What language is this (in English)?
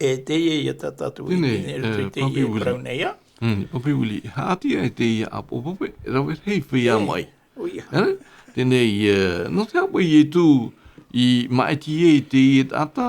Tahitian